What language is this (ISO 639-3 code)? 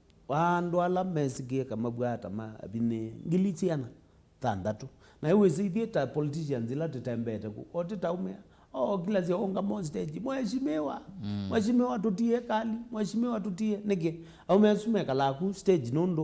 kam